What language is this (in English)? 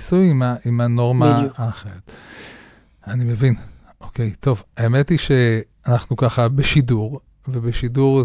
Hebrew